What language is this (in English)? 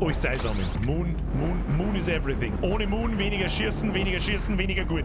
Bavarian